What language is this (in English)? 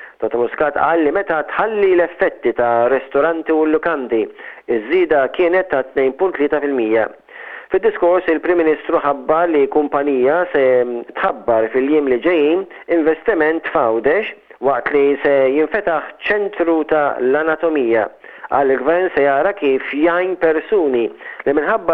Maltese